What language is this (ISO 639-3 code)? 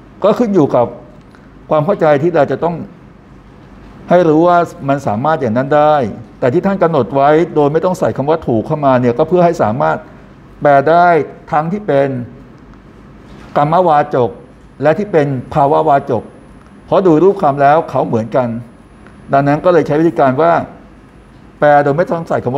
tha